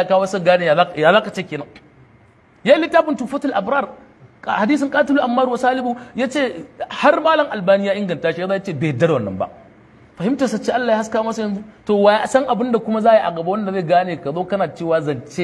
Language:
Hausa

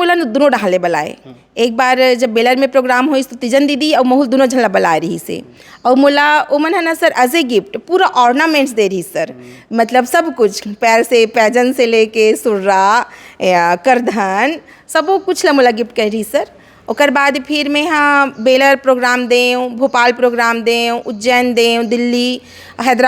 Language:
Chhattisgarhi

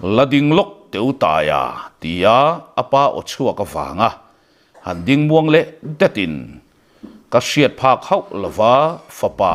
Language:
Mizo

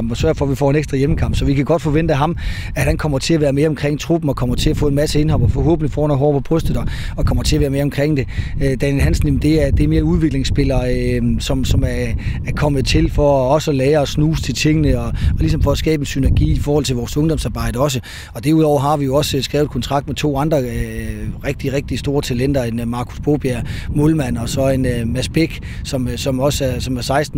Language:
Danish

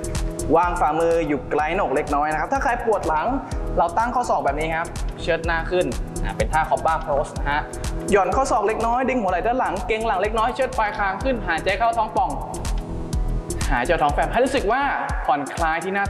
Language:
Thai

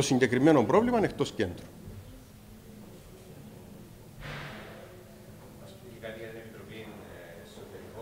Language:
Greek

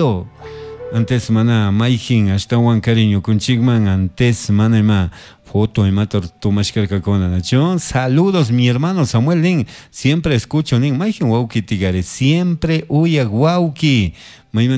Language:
Chimborazo Highland Quichua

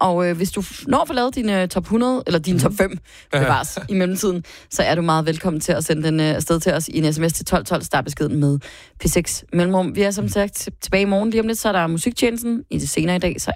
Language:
Danish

